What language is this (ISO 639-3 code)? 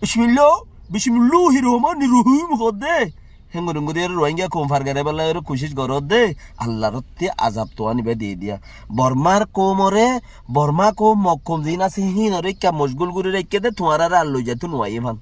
rhg